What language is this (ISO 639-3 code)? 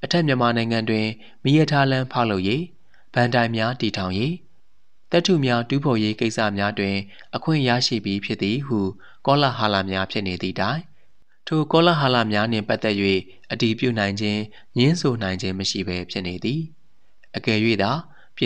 mya